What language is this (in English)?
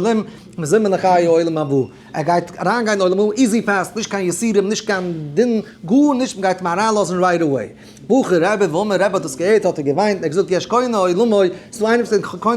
Yiddish